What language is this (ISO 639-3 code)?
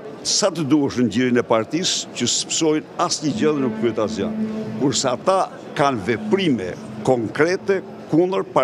sqi